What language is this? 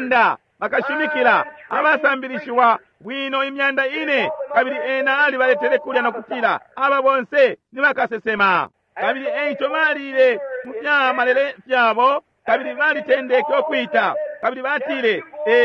Bemba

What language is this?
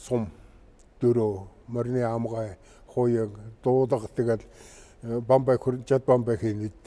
Mongolian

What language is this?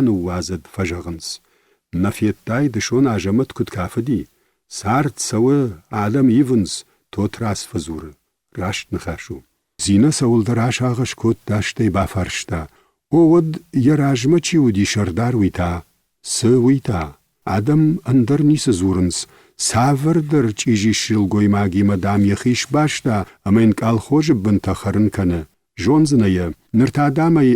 Ossetic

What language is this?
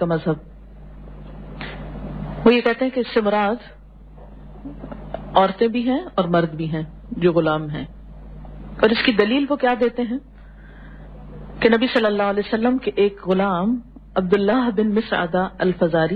Urdu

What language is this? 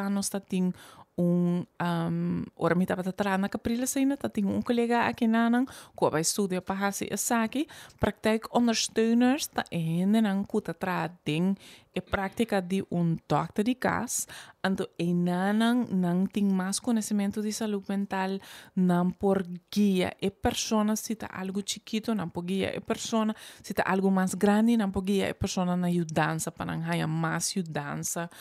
Papiamento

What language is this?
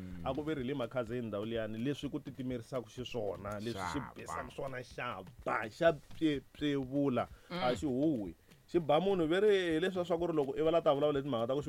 Tsonga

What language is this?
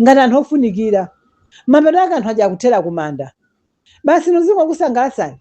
Nyanja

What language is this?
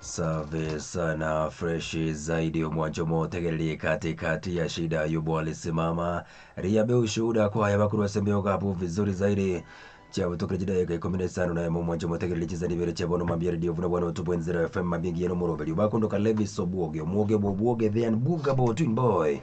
Gusii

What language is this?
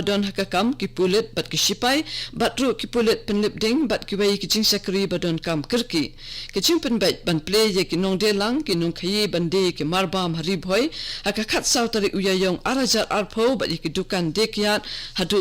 Khasi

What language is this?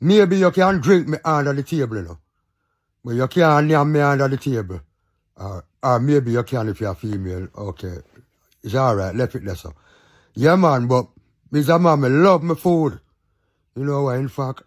Jamaican Creole English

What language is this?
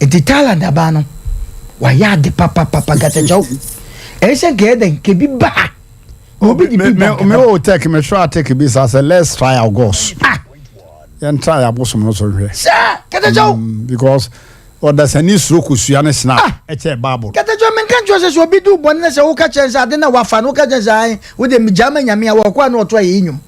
Akan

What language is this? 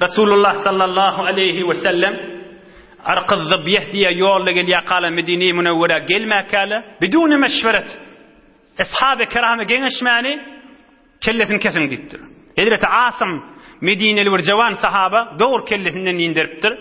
Turkmen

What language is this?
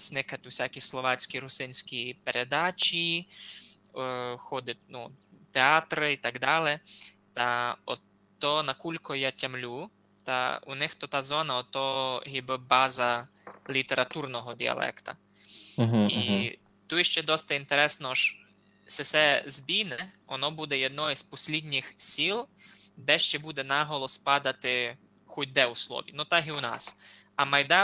Rusyn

